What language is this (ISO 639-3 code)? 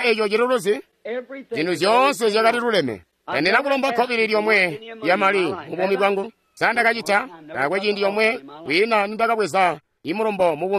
toi